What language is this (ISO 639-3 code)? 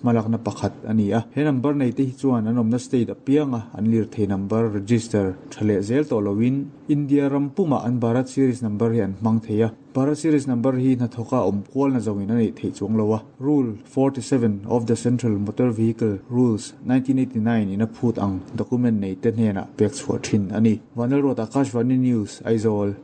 lus